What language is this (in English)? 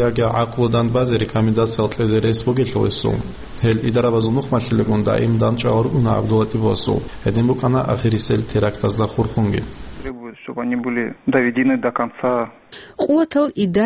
Avaric